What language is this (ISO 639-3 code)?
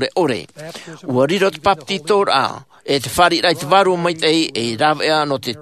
tah